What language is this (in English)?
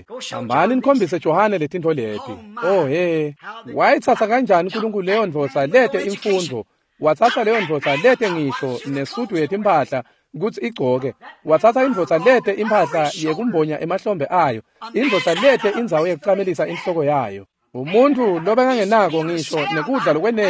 Swati